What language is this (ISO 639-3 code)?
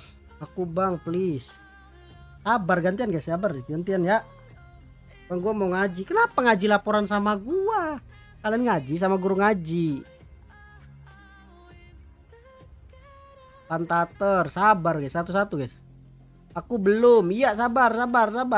ind